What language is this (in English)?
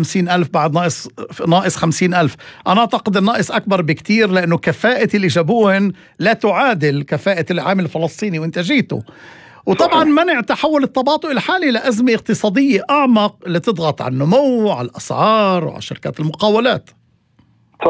North Levantine Arabic